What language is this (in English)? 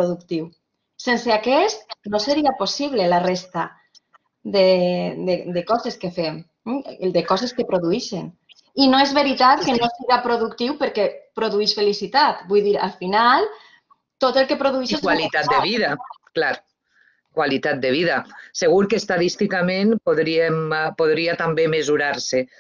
Catalan